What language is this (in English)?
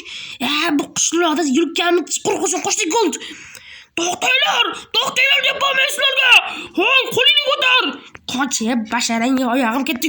Uzbek